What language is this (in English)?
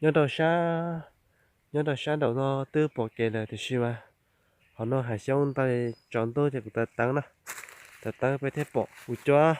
Hmong